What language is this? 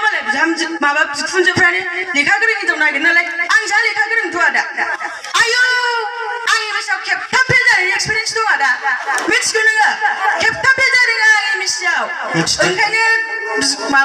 Bodo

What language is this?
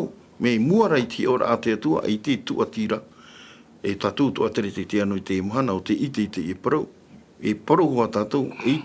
Tahitian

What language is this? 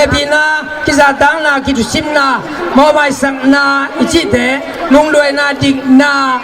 Tedim Chin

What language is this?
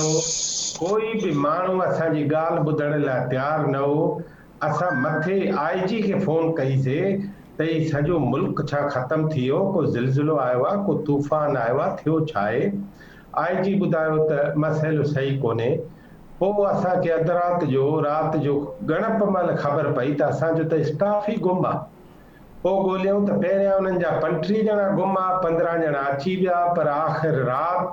Sindhi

